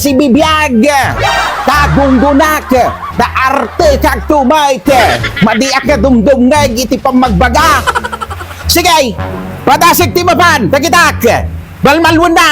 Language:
Iloko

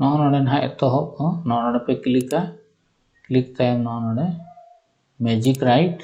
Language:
Santali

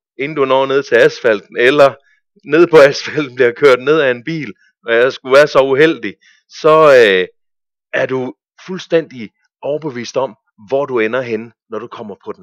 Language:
Danish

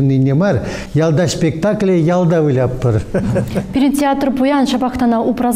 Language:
Chuvash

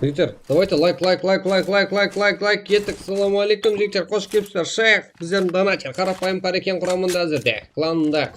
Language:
Kara-Kalpak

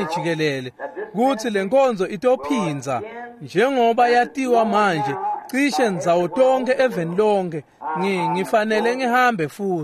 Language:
Swati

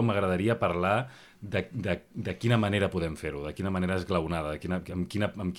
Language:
Catalan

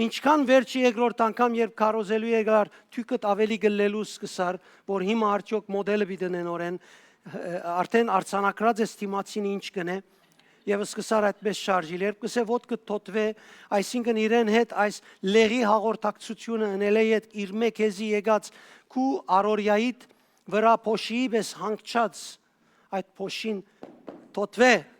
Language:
Western Armenian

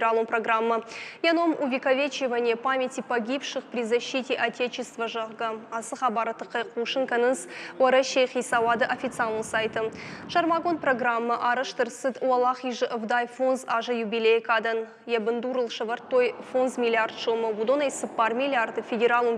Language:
Ossetic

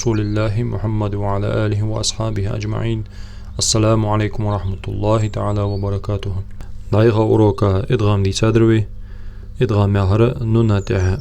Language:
Ingush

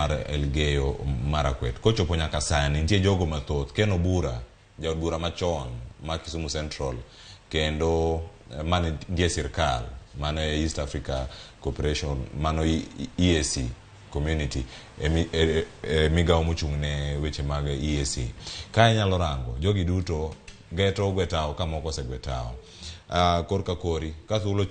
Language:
Luo (Kenya and Tanzania)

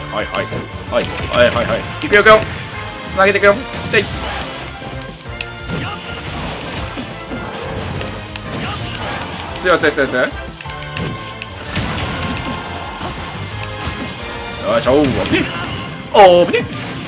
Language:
Japanese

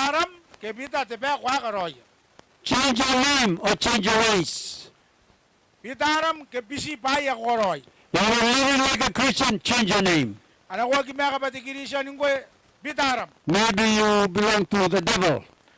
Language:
Gilbertese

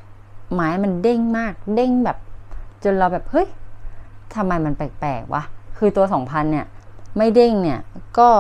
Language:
Thai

